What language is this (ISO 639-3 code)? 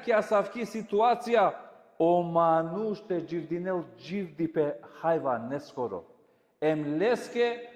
rmn